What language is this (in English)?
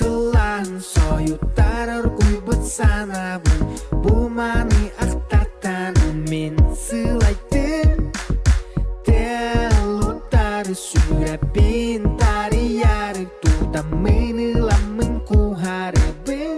Yakut